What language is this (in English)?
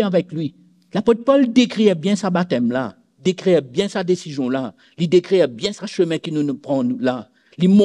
Morisyen